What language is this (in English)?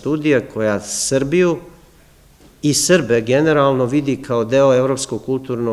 Serbian